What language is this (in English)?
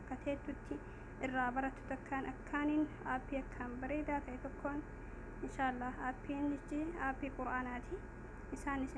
Oromo